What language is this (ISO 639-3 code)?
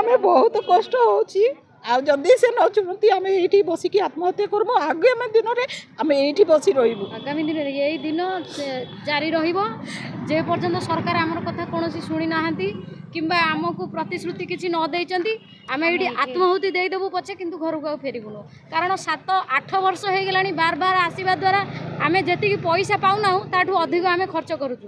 ori